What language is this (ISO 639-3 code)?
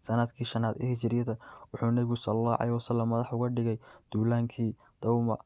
som